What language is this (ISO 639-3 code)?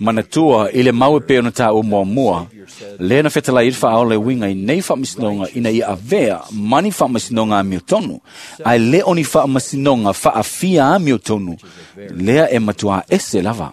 smo